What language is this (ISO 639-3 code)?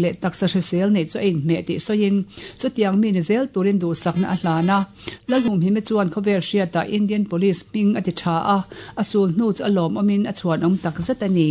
lus